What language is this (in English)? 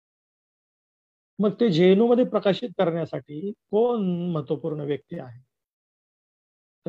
Marathi